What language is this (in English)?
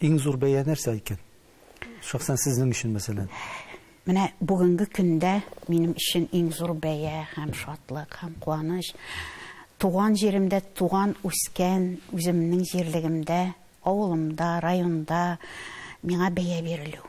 Tatar